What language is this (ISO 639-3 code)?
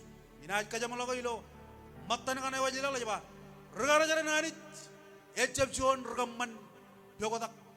mah